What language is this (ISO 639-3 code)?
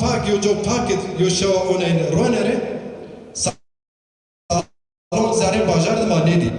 zza